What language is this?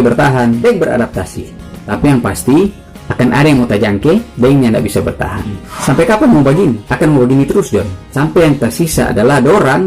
Manado Malay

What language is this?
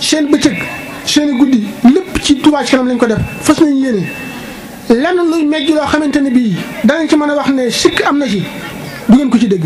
Wolof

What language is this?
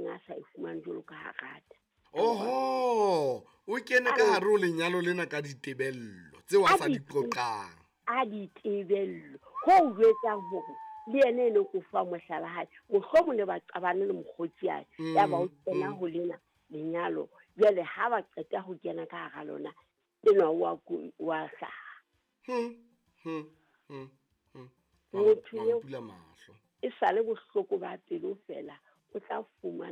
Southern Sotho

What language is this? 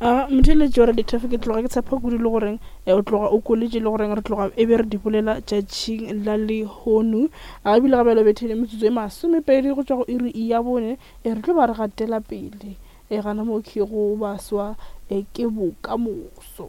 Northern Sotho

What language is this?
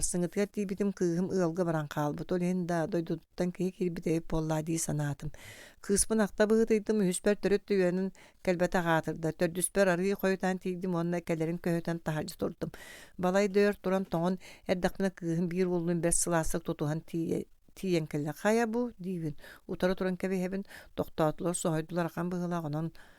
Yakut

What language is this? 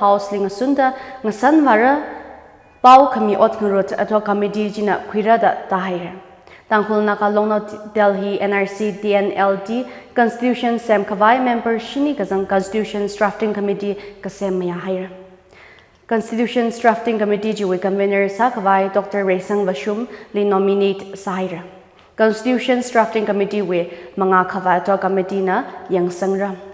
Tangkhul Naga (India)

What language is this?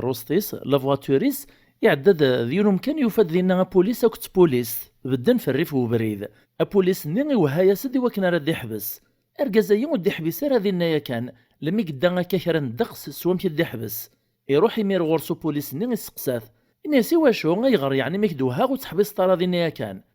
Kabyle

